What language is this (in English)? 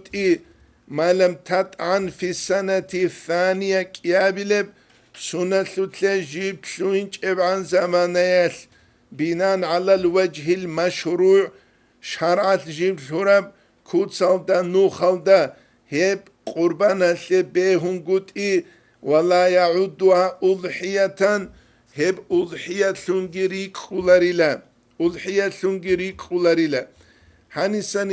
Avaric